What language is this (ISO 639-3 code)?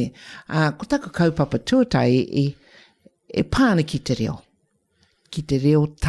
mri